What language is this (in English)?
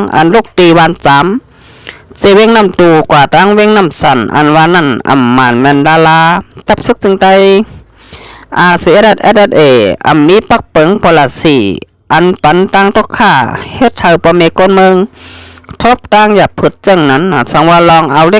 Shan